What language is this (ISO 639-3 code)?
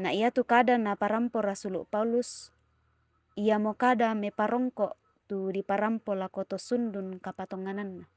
sda